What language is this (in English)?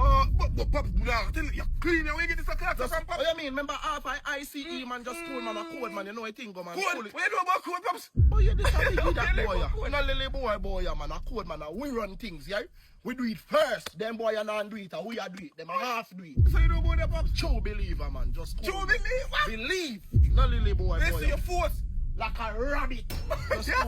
Jamaican Creole English